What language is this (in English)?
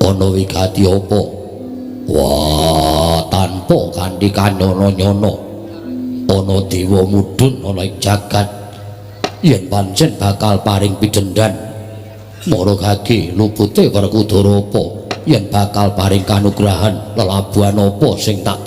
Javanese